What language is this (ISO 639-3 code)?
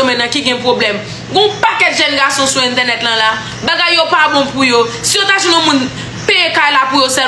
hat